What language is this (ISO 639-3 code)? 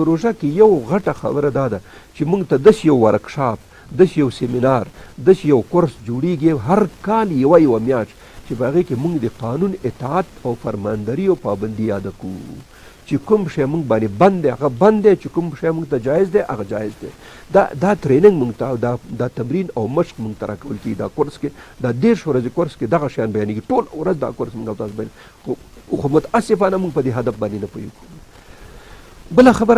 pus